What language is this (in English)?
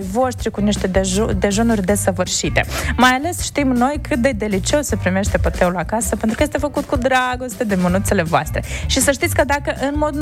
Romanian